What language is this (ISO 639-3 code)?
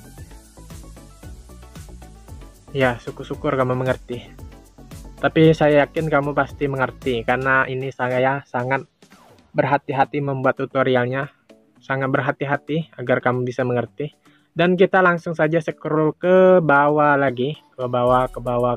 ind